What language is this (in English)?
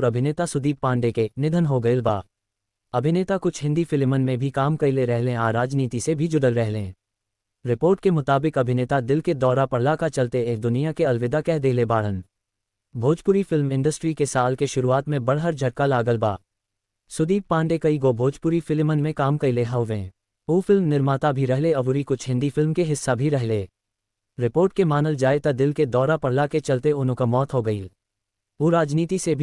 Bhojpuri